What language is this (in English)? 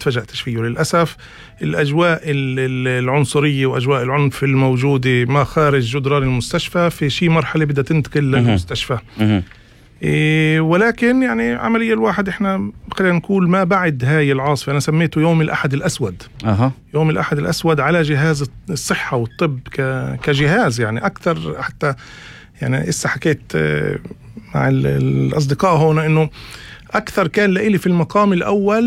North Levantine Arabic